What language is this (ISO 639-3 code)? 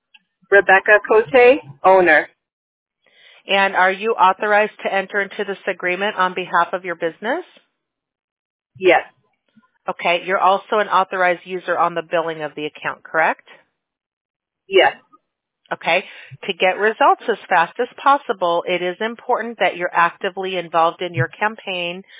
eng